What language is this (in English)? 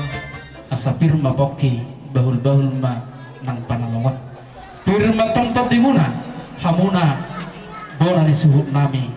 Batak Toba